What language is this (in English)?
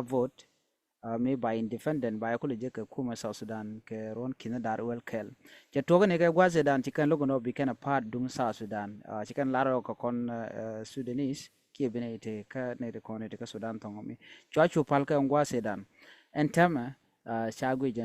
Nuer